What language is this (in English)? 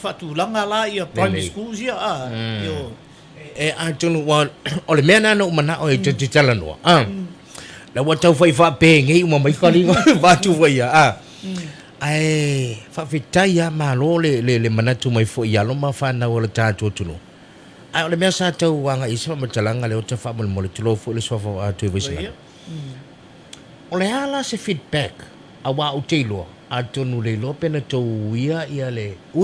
Samoan